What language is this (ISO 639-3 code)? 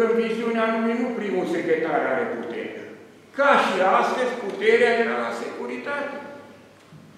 ron